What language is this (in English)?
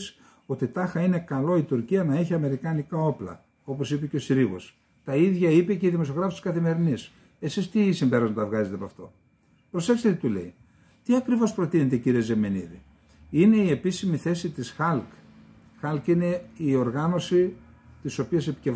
Greek